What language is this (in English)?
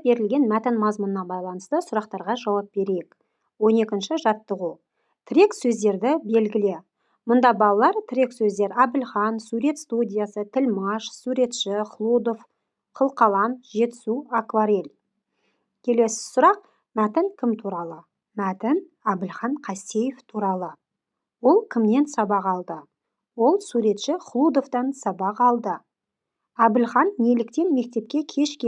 Kazakh